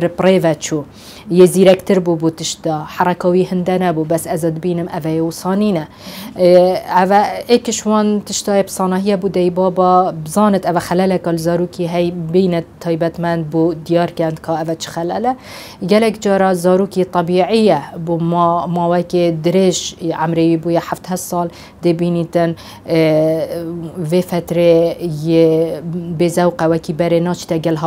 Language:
Kurdish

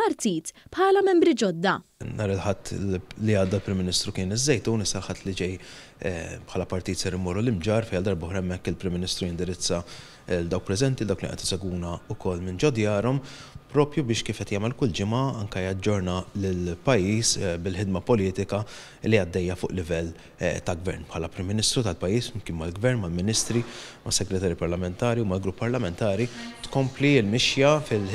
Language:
Maltese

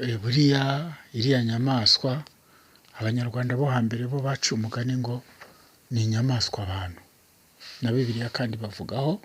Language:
Kinyarwanda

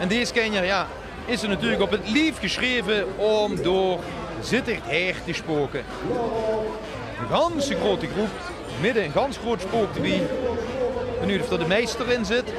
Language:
Limburgish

